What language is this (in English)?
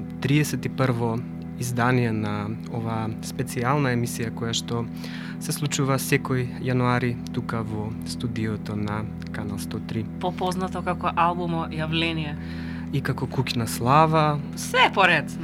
Macedonian